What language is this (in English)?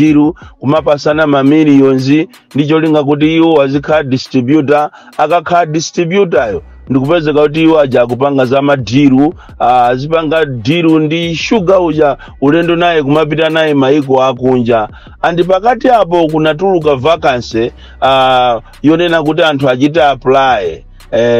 Nyanja